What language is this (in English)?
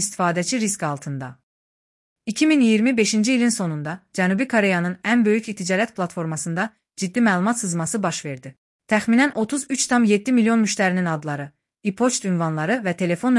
Azerbaijani